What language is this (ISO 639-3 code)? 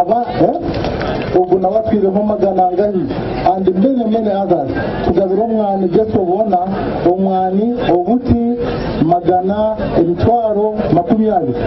nyn